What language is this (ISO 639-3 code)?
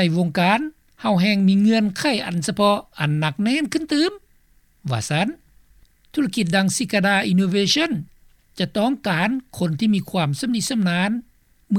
lao